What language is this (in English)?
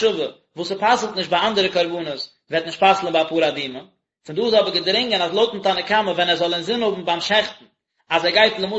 Yiddish